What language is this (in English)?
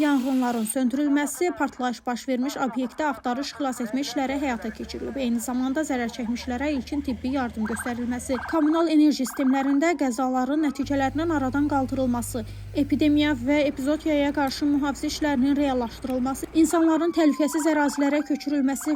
Azerbaijani